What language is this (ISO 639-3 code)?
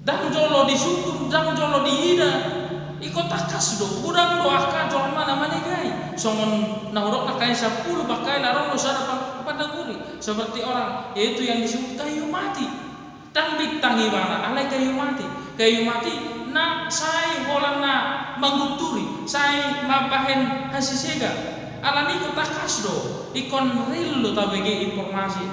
bbc